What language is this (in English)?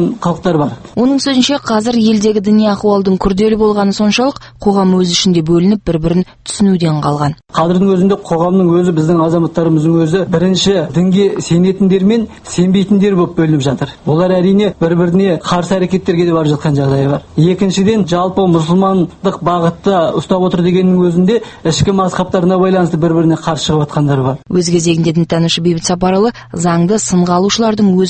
Kazakh